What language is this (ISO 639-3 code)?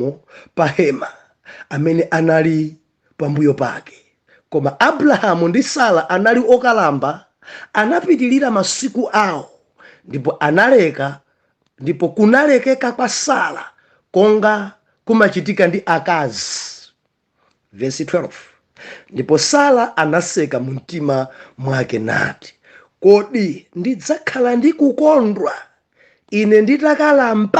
nya